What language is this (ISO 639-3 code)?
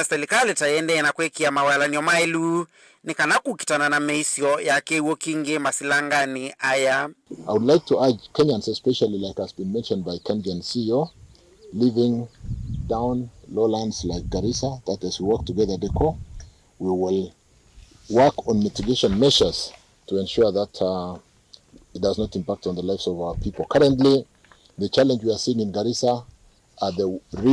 kam